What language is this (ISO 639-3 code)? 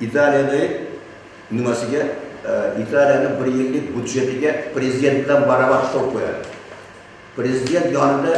uzb